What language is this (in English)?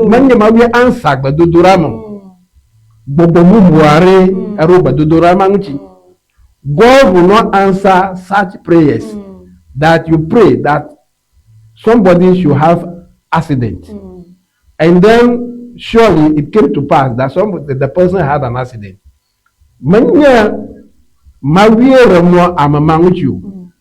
Ewe